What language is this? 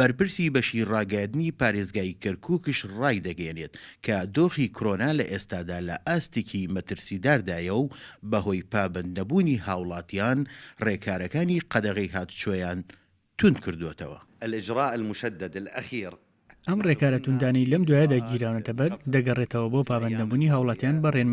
Central Kurdish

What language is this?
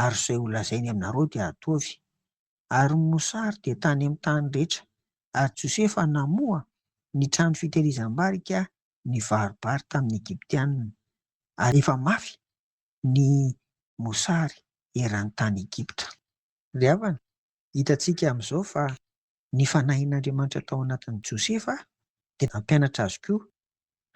Malagasy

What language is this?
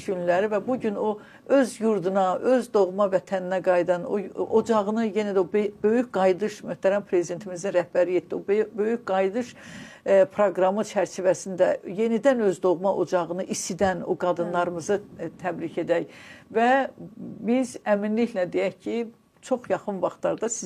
Azerbaijani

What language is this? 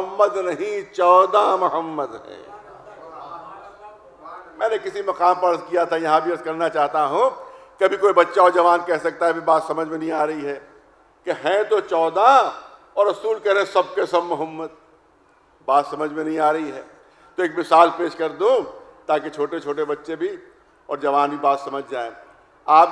Urdu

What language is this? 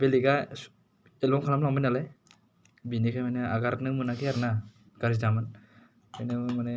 Bodo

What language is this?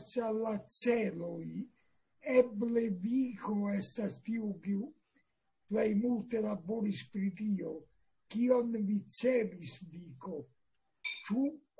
Esperanto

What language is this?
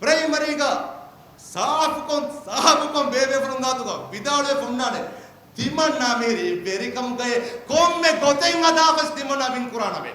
Divehi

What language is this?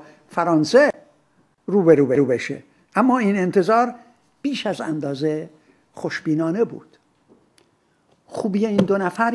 Persian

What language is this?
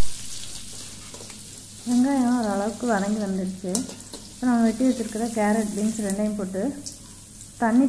Tamil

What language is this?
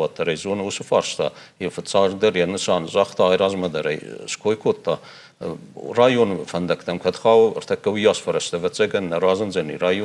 Ossetic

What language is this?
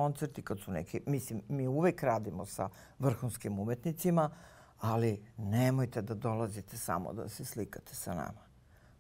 Serbian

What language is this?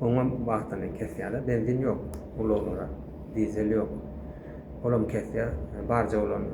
Turkmen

